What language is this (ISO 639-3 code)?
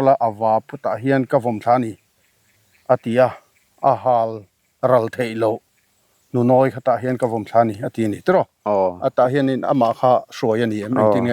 lus